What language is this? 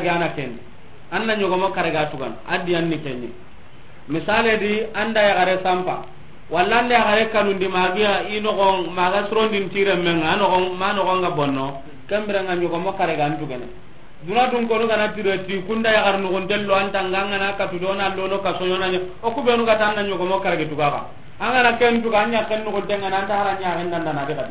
Soninke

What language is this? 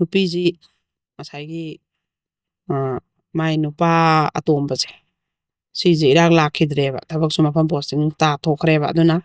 Manipuri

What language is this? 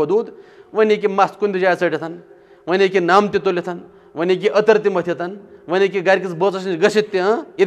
Kashmiri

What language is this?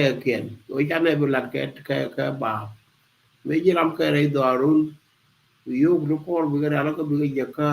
Nuer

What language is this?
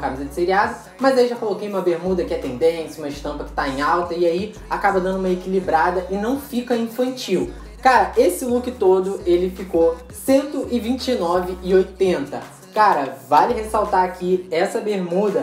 Portuguese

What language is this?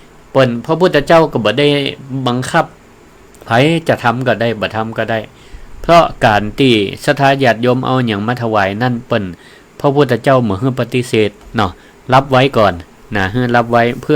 Northern Thai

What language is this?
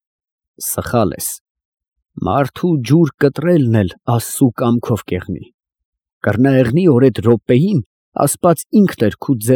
Armenian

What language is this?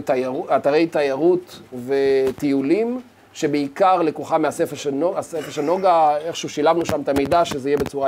Hebrew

